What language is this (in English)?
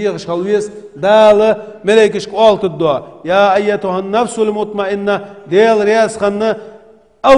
Ingush